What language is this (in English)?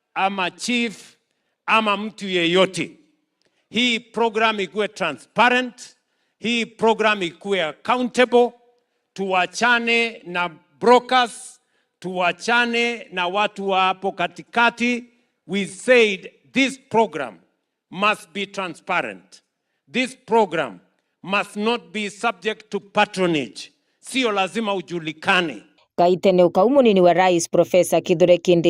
Meru